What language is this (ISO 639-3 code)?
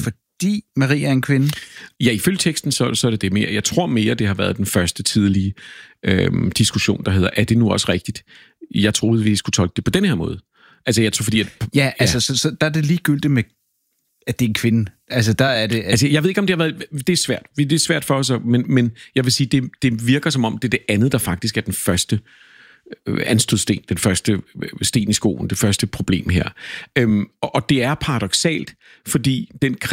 dan